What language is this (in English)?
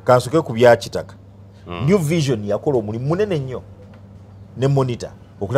Ganda